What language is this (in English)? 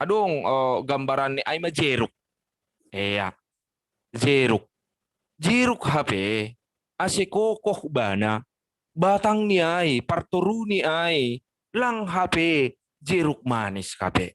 Batak Simalungun